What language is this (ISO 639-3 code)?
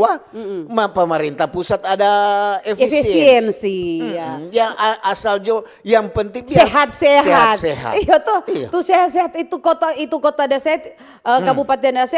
xmm